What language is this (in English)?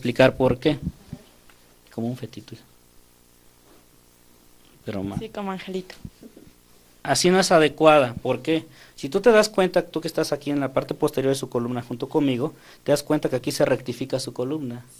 Spanish